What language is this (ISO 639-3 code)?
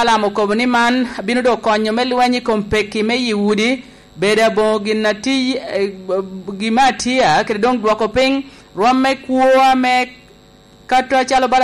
laj